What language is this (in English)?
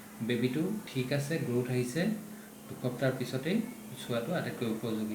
Assamese